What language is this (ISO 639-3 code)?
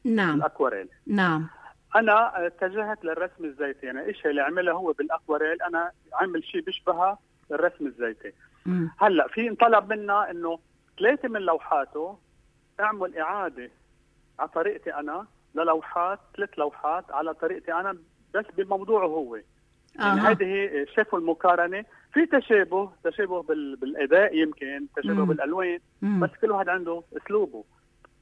apc